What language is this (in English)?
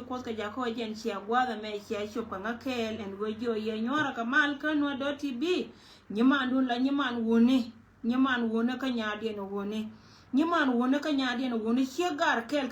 Nuer